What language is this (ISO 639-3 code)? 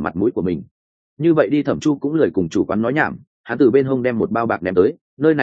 vie